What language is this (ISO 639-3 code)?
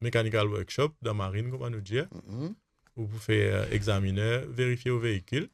mfe